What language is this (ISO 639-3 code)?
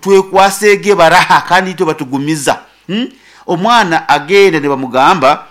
nyn